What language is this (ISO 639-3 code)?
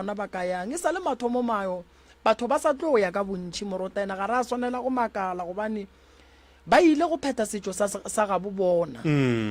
nso